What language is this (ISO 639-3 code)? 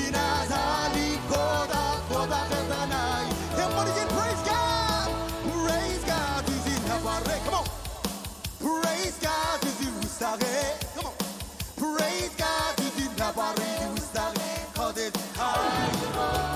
mah